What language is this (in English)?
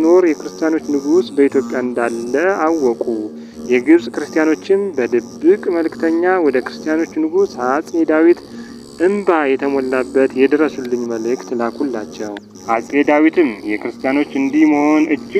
Amharic